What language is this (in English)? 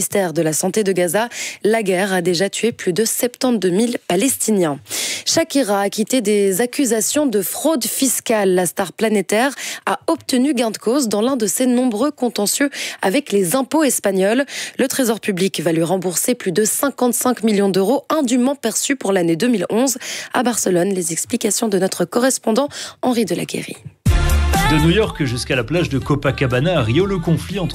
French